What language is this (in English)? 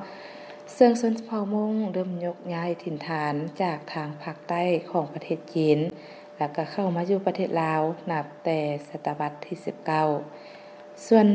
Lao